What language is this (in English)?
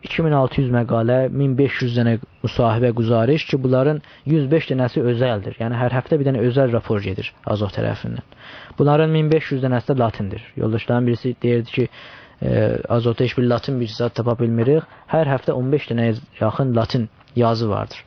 South Azerbaijani